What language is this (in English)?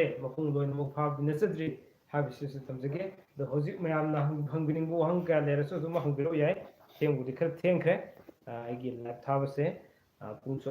Manipuri